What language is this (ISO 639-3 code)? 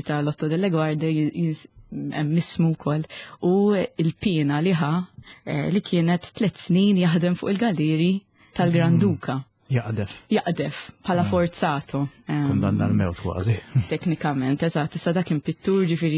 mlt